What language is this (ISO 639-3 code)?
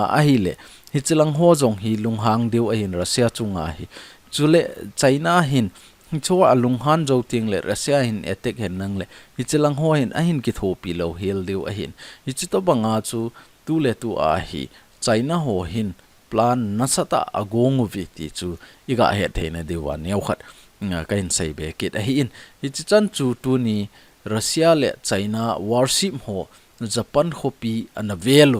tcz